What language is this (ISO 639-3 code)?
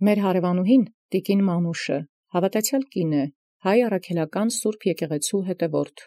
hye